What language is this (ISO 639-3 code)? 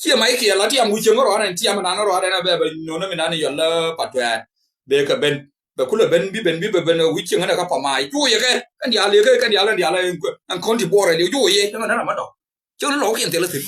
nus